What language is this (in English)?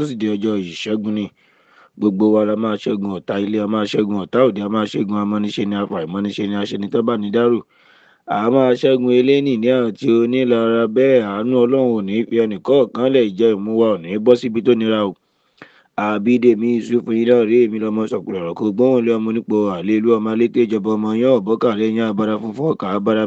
Yoruba